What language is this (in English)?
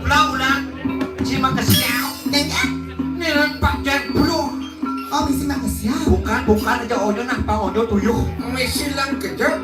Balinese